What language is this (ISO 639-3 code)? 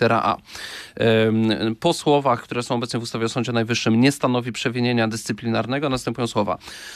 pol